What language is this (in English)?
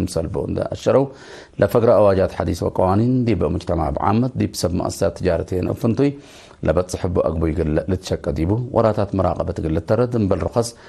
Tigre